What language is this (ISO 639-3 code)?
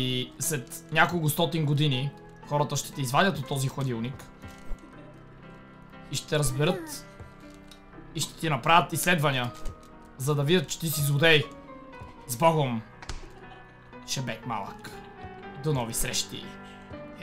bul